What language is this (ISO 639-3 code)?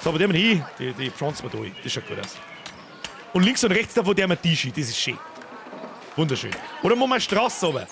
bar